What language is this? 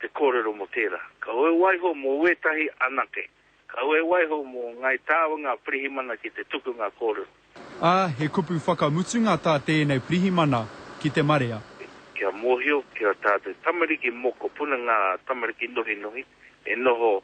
Māori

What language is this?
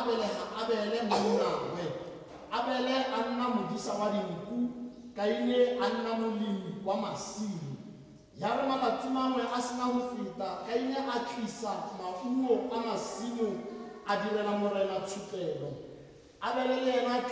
Tswana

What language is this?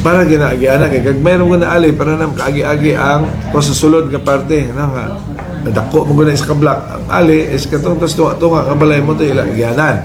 Cebuano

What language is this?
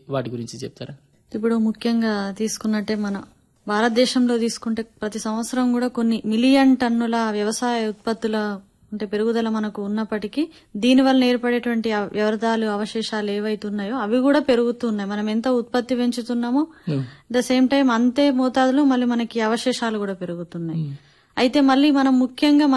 Telugu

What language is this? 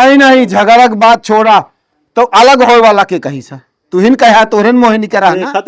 Awadhi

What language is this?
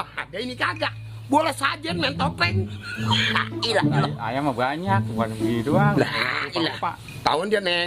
Betawi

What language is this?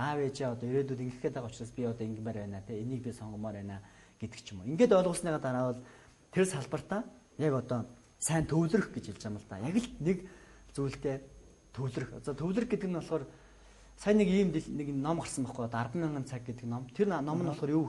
Mongolian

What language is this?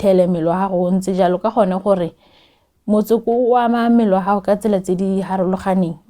Tswana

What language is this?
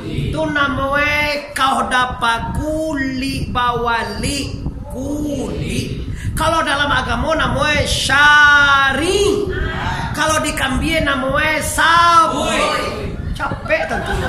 Minangkabau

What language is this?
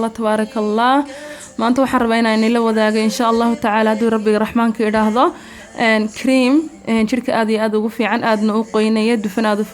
Somali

